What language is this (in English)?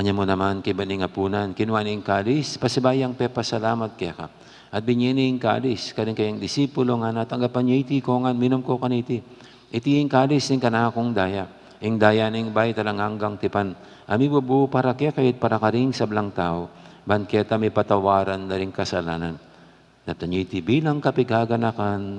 Pampanga